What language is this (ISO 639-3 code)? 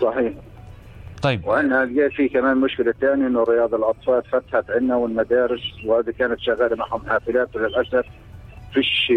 apc